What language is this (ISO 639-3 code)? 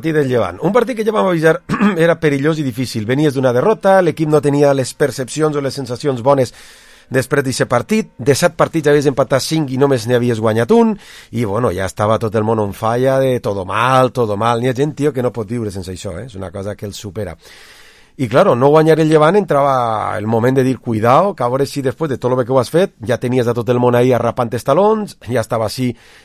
cat